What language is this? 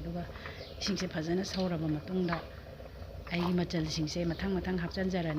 Manipuri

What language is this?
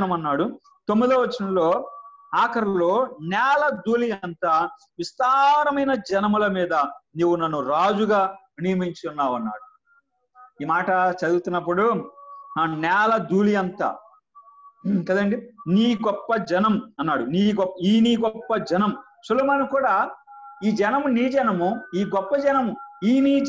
Telugu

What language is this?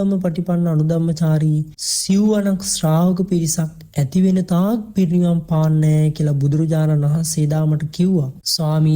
Sinhala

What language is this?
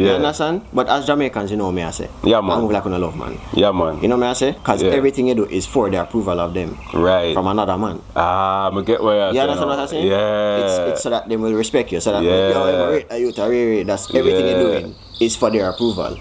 Jamaican Creole English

